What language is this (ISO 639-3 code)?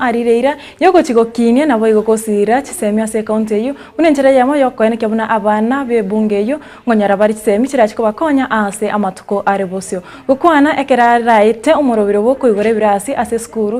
guz